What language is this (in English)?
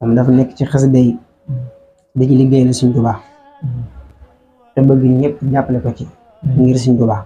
Wolof